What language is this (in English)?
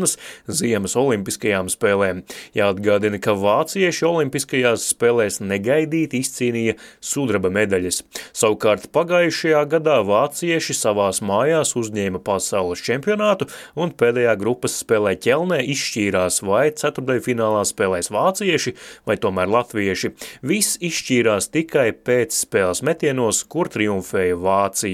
Latvian